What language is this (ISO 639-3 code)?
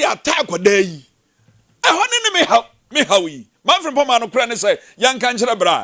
aka